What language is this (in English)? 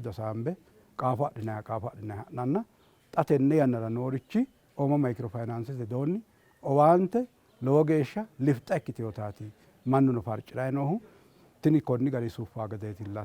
Sidamo